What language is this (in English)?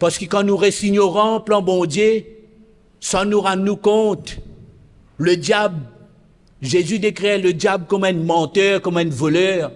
Morisyen